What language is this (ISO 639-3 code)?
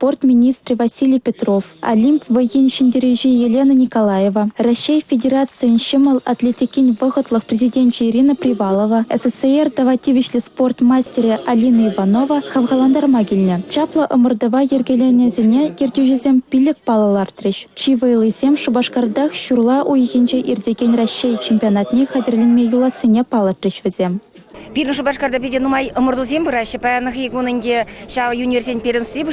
chv